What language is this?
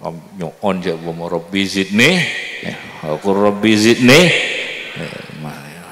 Madurese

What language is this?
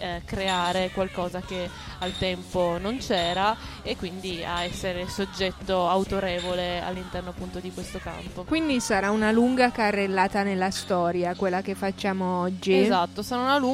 Italian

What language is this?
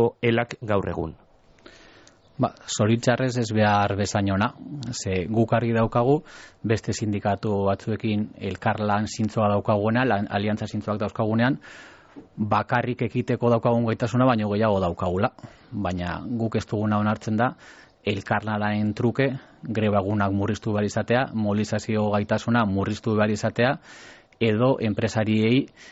Basque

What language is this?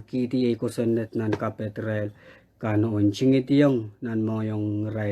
Pohnpeian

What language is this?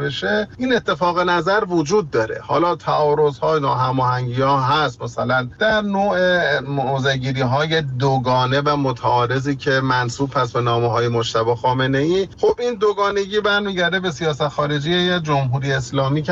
Persian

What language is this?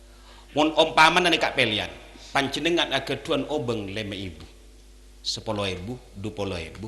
Madurese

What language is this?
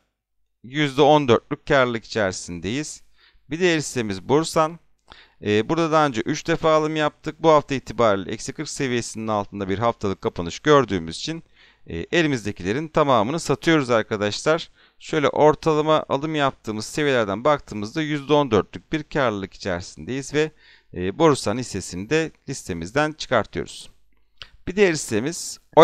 Turkish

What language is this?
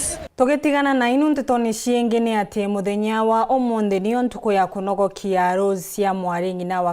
Meru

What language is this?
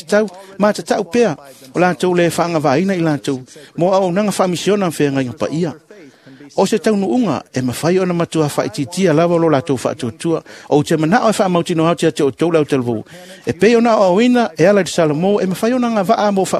Samoan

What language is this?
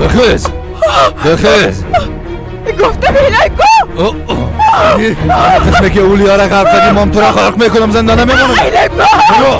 Persian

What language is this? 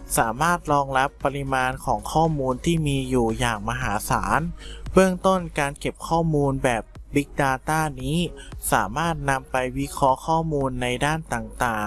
Thai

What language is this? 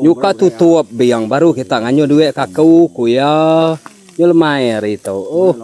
Iban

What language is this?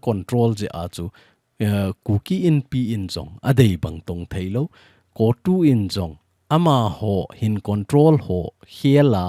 Thado Chin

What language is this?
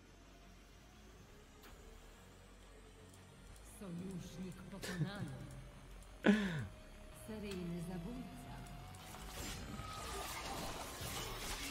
Polish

